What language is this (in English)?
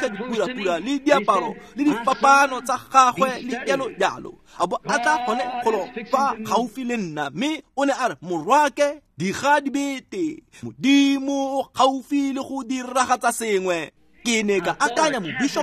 Tswana